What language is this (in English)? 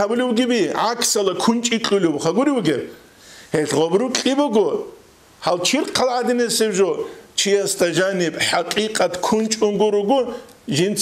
Avaric